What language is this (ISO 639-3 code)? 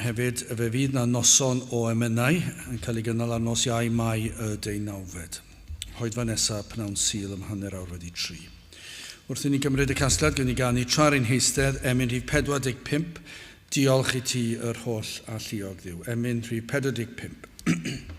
cym